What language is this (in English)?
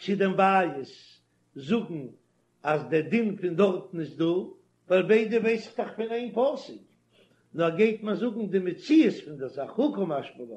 Yiddish